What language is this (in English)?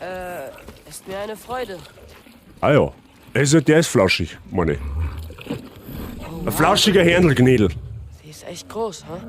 Bavarian